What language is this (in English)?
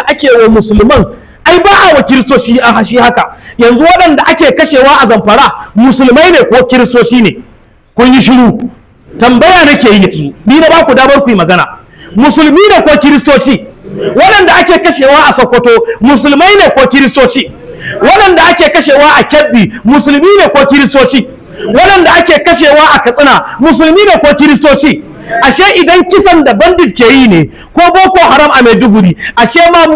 Hausa